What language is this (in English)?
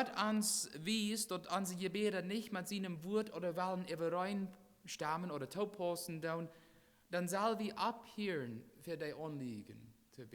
Plautdietsch